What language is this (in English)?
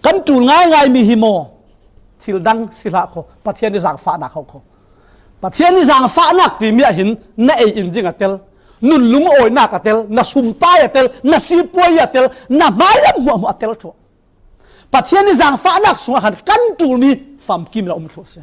Falam Chin